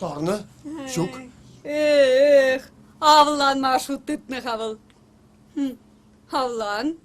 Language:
Chuvash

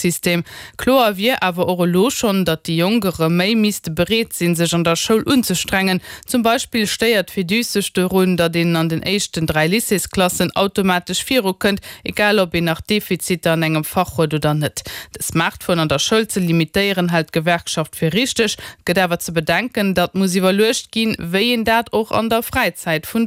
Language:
Luxembourgish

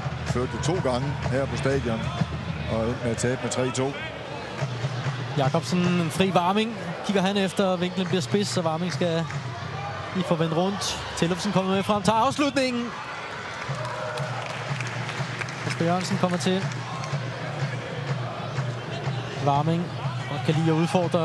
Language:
Danish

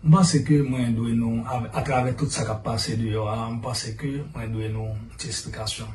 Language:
Haitian Creole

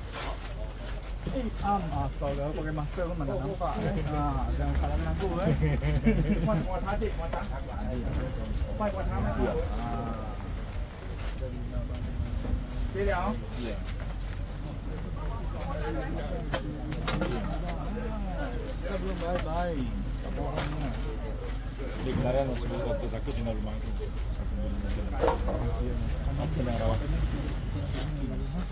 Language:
Malay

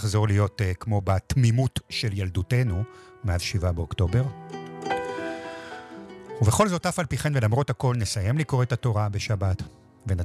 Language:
Hebrew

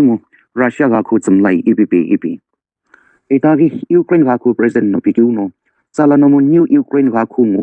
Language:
Sumi Naga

